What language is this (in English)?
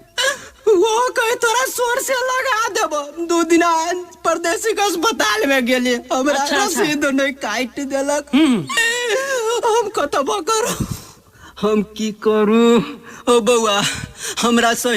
Maithili